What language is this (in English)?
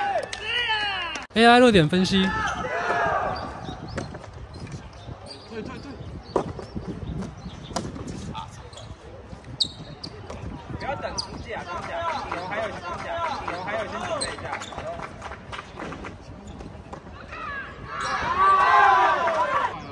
Chinese